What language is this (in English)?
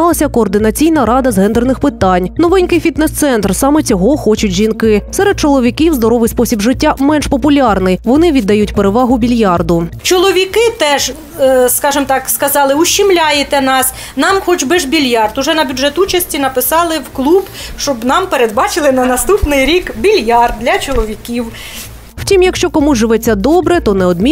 Ukrainian